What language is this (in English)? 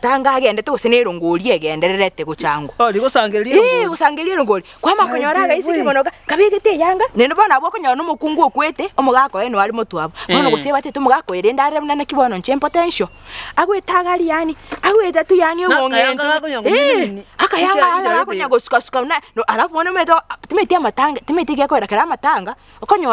Gusii